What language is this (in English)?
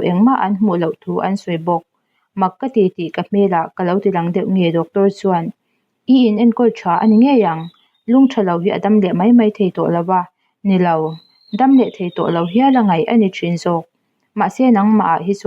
Mizo